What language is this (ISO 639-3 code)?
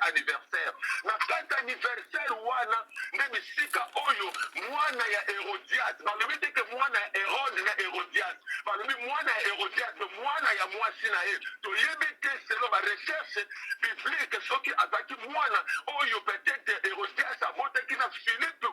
lin